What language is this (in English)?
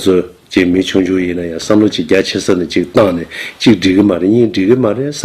Tibetan